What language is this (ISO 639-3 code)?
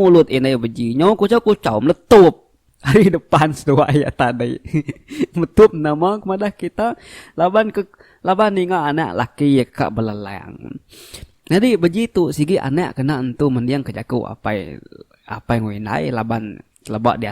iba